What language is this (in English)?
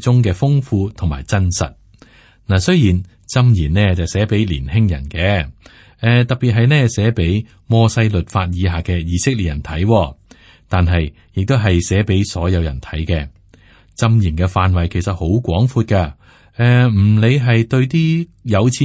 Cantonese